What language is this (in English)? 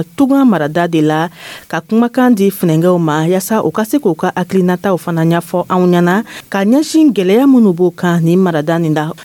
Dyula